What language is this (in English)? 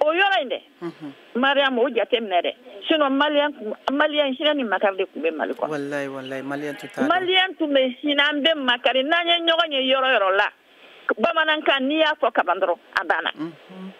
Bambara